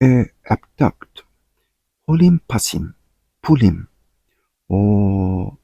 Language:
Tok Pisin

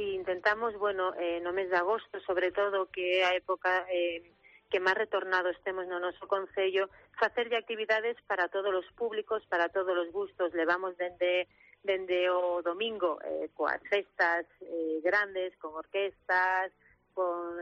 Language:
Galician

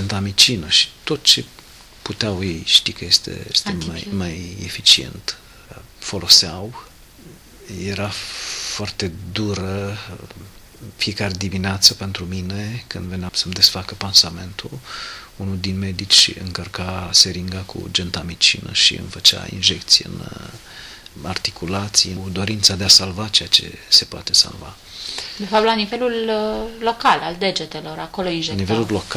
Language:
Romanian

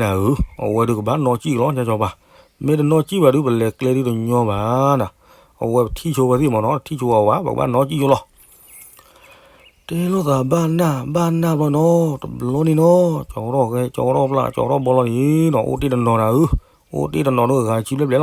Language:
S'gaw Karen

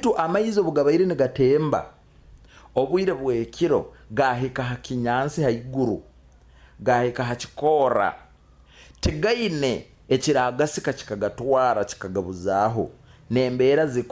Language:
Nyoro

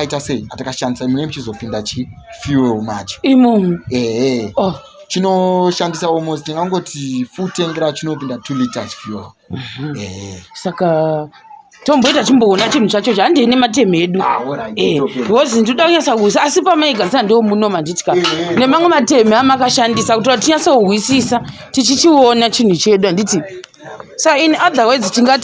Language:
Shona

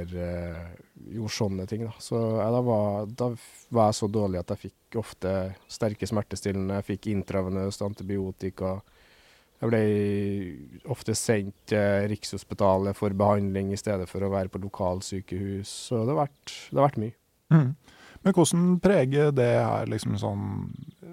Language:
Norwegian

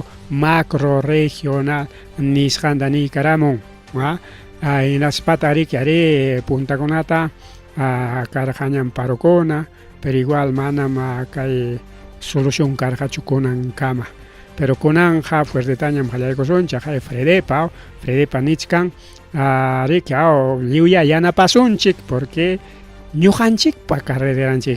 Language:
Ayacucho Quechua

